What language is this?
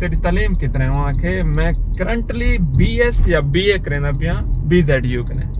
Saraiki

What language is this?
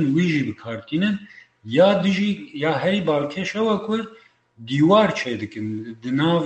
Kurdish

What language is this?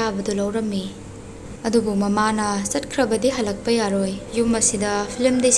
Manipuri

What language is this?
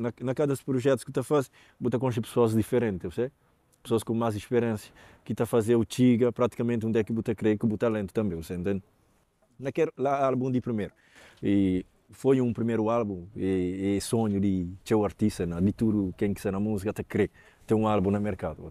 Kabuverdianu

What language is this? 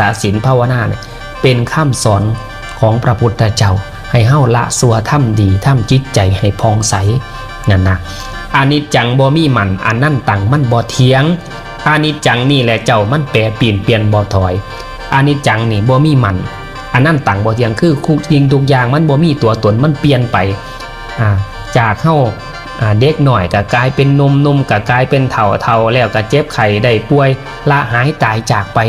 Northeastern Thai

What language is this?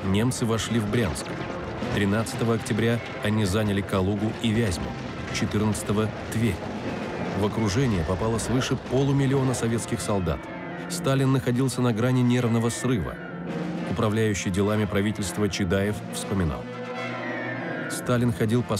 Russian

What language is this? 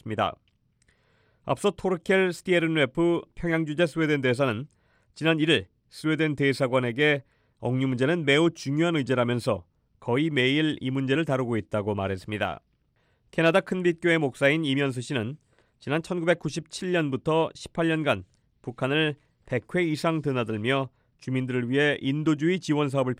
Korean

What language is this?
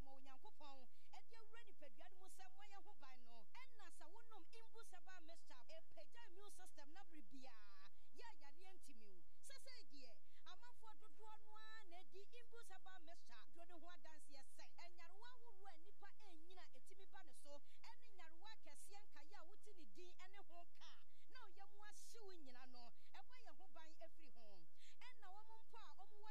Akan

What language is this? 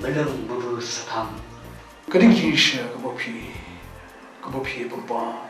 Khasi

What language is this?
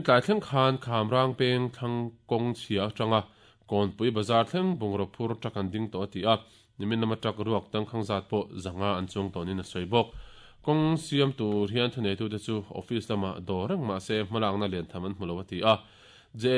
Mizo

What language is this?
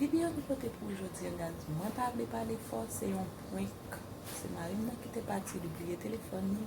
Haitian Creole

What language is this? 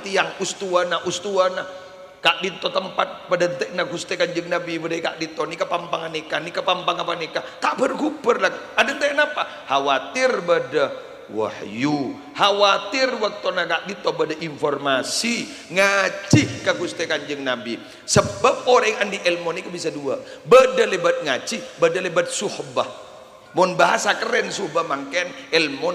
Madurese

